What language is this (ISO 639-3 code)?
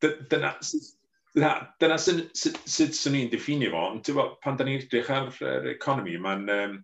cym